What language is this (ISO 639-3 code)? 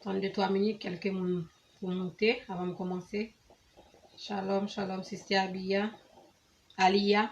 hat